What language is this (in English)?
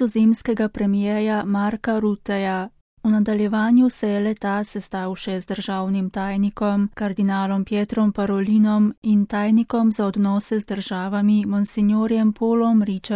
Slovenian